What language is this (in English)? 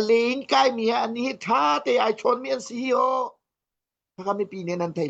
Hakha Chin